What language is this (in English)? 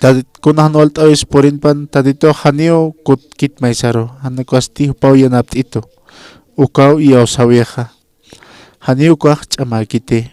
Aymara